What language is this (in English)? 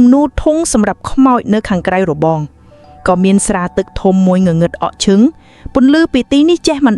Khmer